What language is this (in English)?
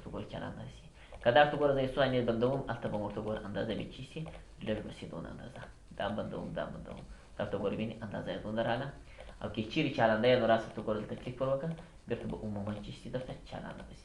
Pashto